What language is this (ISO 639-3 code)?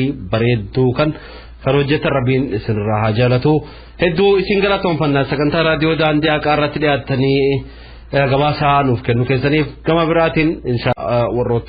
orm